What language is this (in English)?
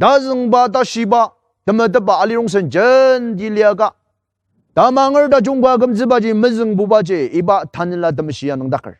Ao Naga